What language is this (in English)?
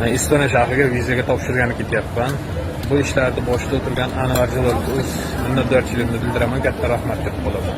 Uzbek